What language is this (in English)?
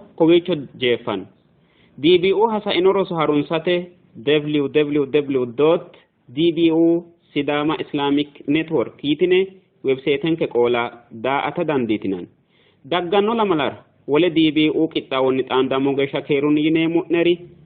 Sidamo